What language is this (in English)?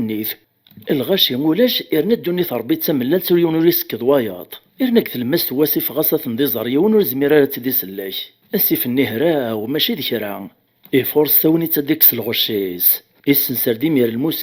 Kabyle